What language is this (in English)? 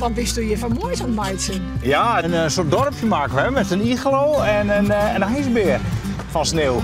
Western Frisian